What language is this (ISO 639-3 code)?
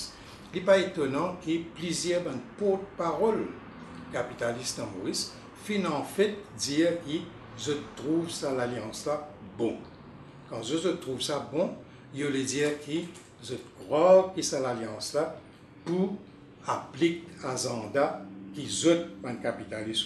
mfe